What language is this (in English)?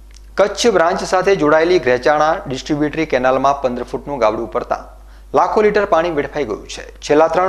Gujarati